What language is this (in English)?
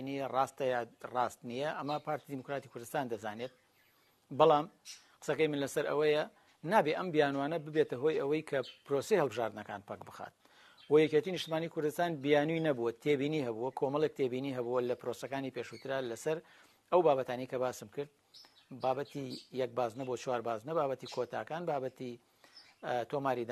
Central Kurdish